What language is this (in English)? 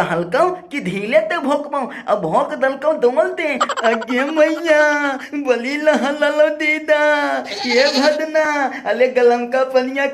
Magahi